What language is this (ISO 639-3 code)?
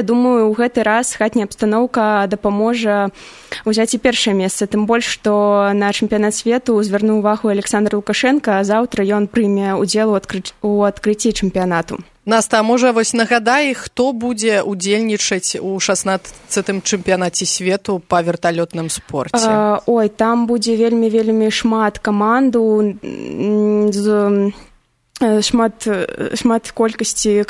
bel